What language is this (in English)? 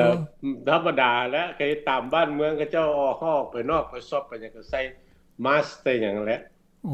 Lao